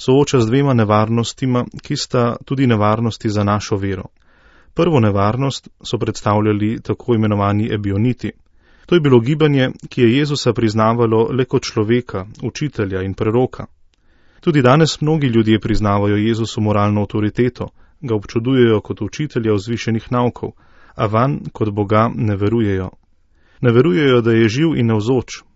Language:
Slovenian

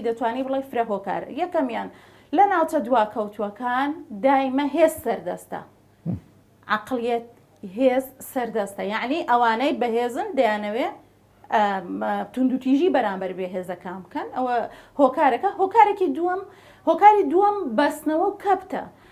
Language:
Central Kurdish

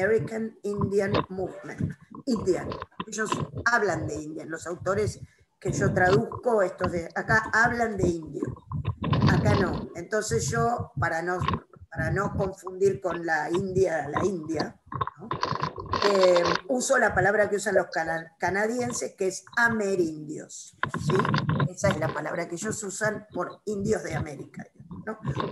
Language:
Spanish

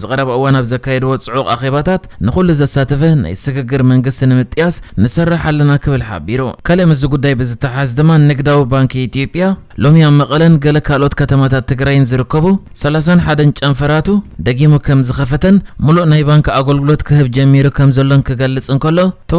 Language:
Tigrinya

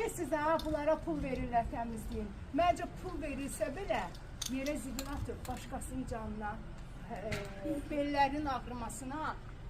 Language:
Azerbaijani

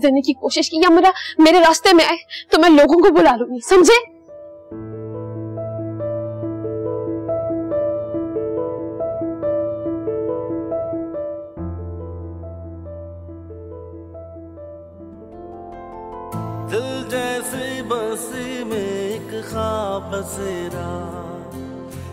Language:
Hindi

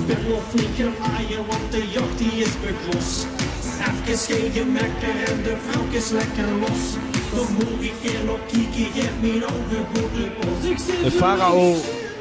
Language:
Limburgish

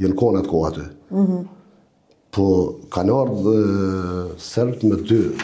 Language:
Albanian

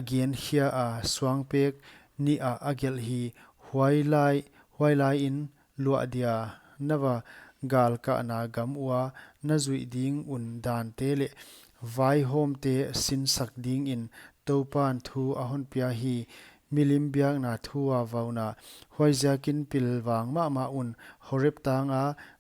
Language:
Paite Chin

